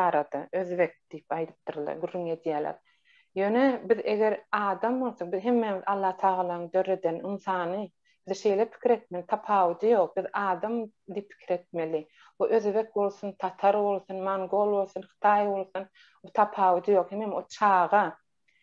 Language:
Turkmen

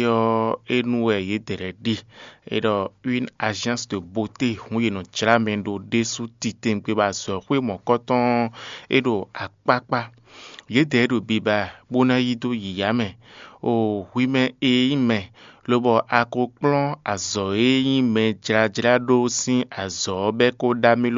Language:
Fon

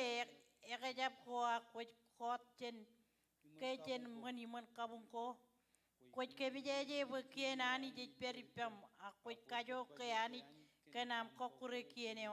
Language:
Marshallese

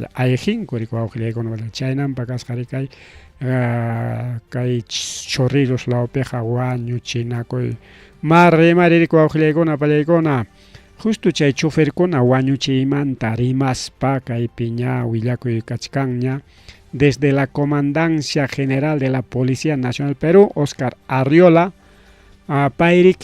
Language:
Ayacucho Quechua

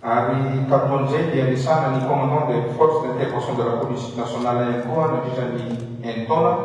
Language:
Malagasy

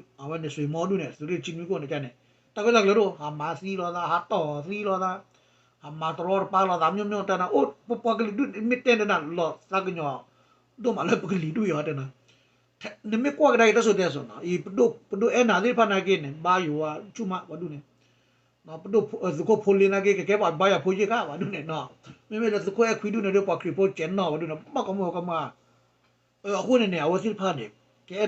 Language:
S'gaw Karen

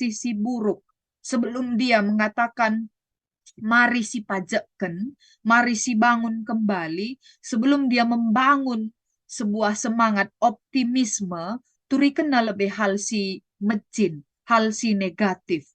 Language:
Batak Karo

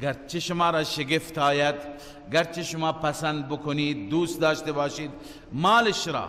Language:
Persian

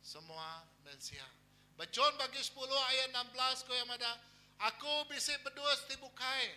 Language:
Iban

